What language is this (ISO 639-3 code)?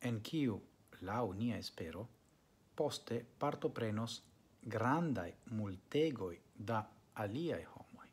epo